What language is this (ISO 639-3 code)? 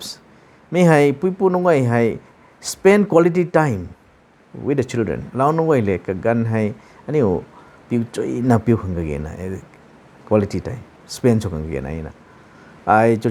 nbu